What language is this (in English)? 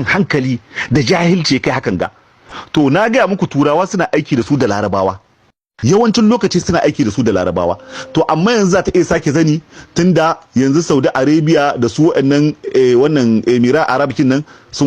Hausa